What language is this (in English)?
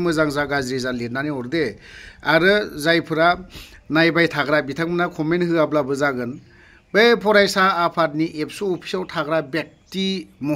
Bodo